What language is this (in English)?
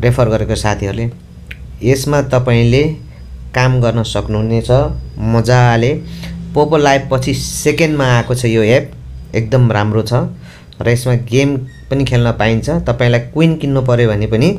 Nepali